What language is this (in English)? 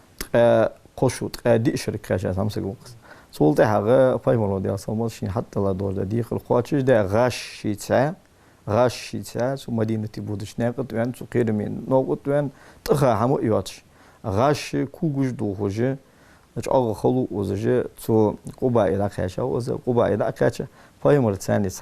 Ingush